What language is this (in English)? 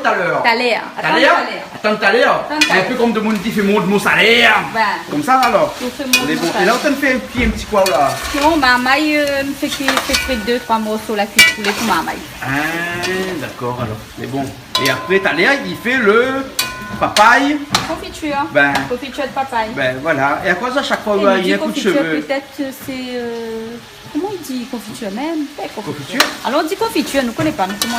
Réunion Creole French